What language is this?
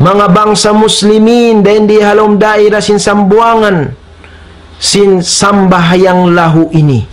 Tausug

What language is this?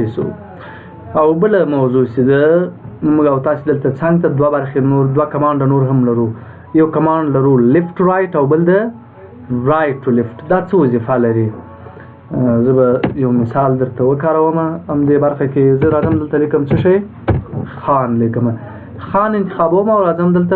Pashto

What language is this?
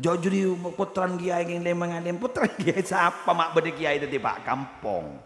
Madurese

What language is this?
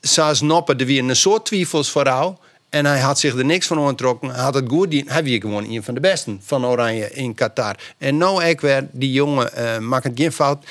Western Frisian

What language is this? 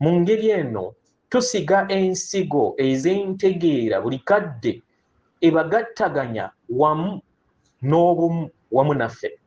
Ganda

